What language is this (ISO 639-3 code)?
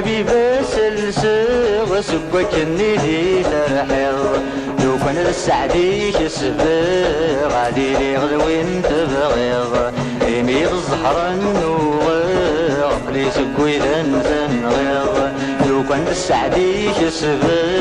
kab